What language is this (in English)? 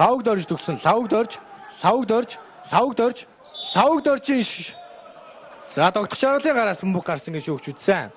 Mongolian